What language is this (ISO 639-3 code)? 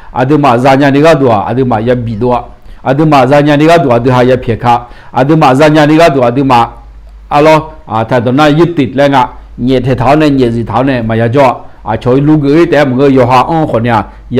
ahk